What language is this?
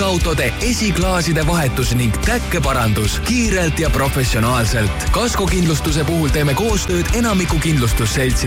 Estonian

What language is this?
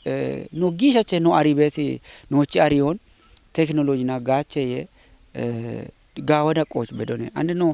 Kafa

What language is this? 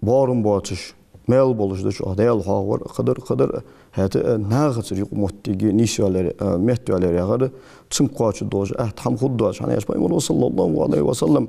Ingush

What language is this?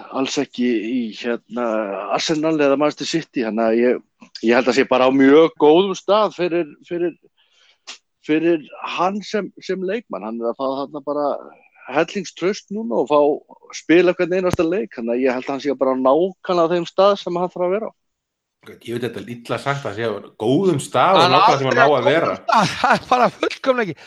Icelandic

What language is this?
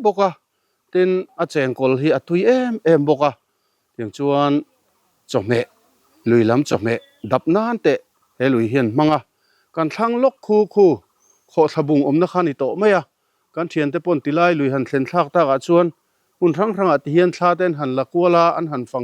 Mizo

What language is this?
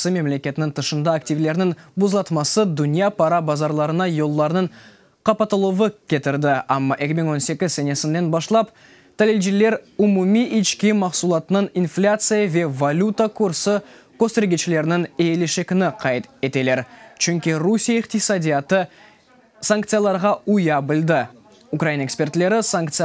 Crimean Tatar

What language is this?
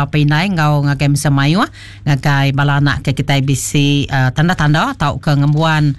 Iban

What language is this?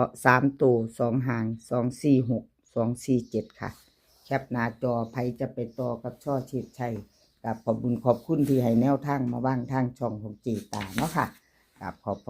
Lao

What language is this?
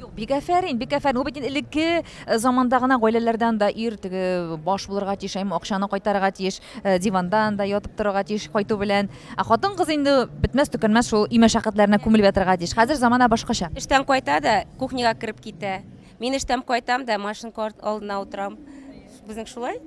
Tatar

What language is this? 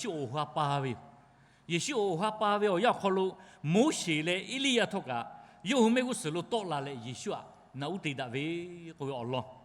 Lahu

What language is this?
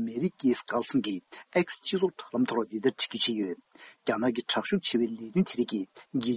Tibetan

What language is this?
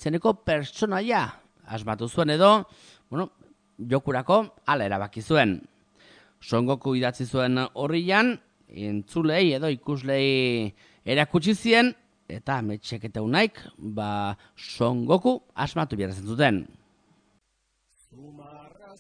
Basque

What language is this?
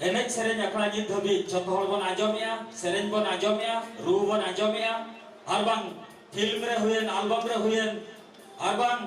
Santali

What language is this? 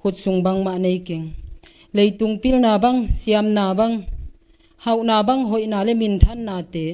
Paite Chin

